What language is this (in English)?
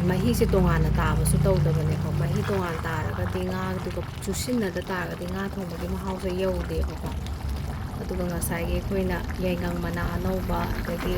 Manipuri